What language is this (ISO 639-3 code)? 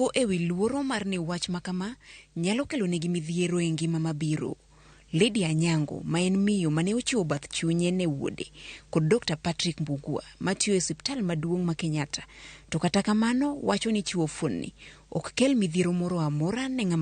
luo